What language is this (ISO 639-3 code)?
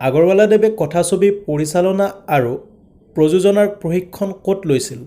asm